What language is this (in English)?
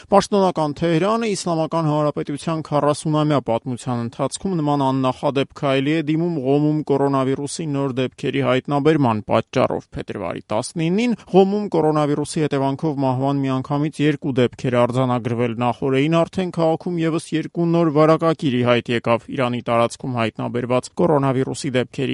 Armenian